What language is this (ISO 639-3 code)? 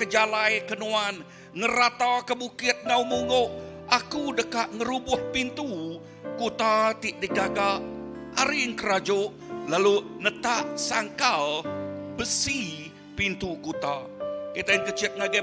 iba